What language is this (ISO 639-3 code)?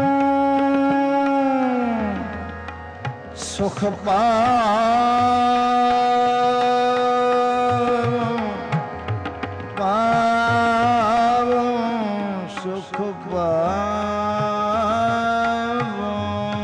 pan